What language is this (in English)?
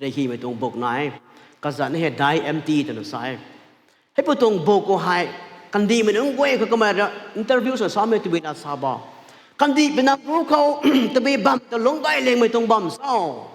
Rongmei Naga